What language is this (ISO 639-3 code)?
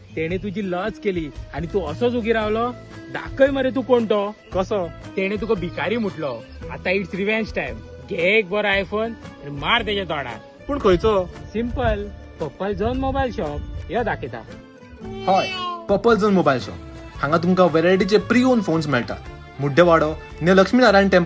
kok